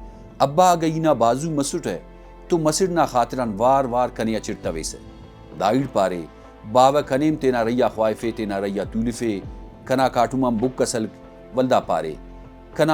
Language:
Brahui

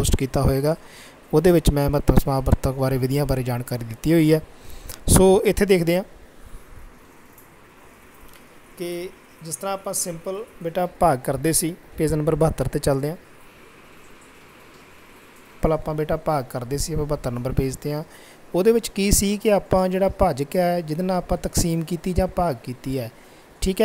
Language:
Punjabi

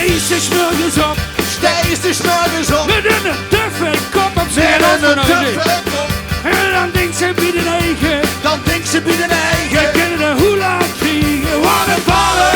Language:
Limburgish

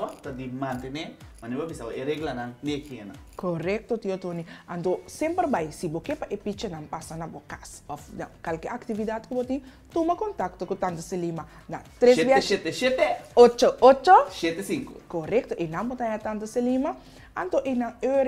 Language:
Papiamento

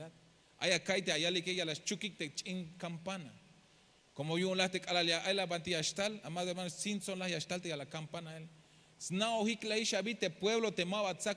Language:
Tzeltal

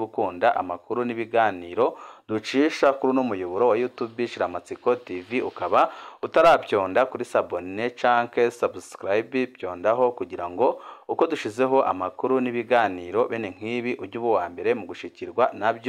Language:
Rundi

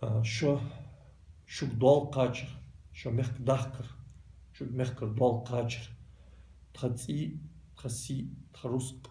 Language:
Ingush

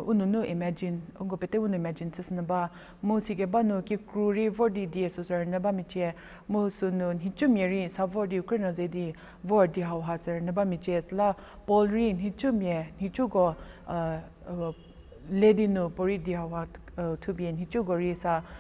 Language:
Angami Naga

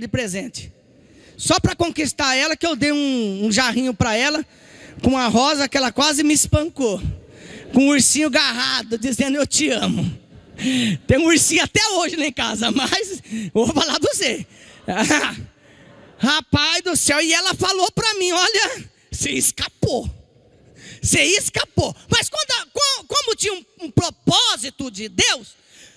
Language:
Portuguese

